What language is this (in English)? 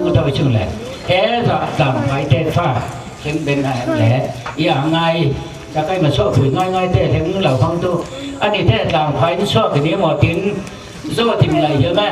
Falam Chin